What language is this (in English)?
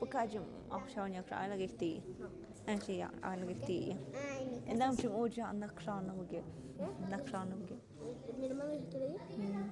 Tlahuitoltepec Mixe